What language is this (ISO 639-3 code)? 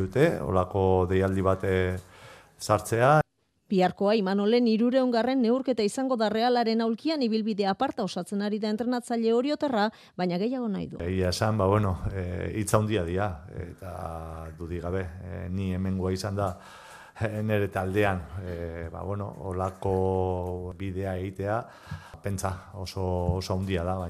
eus